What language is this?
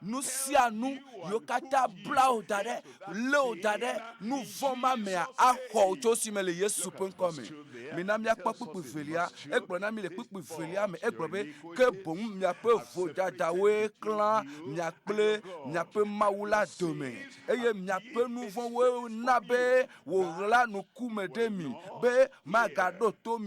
Ewe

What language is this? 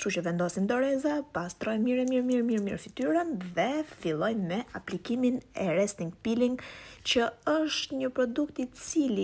Albanian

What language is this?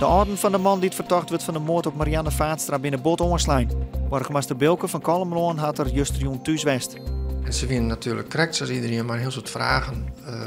Western Frisian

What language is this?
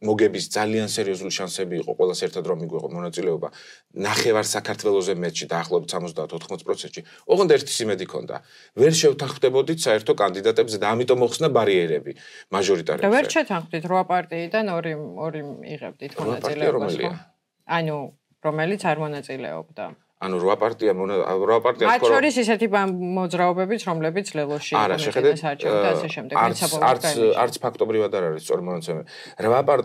Georgian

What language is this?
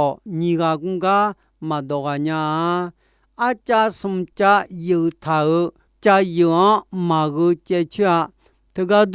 Akha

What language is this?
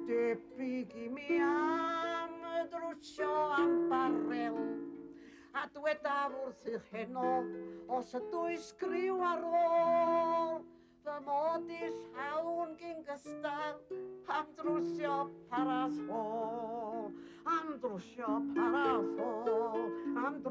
Welsh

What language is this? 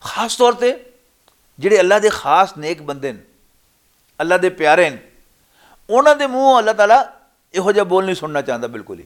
Western Panjabi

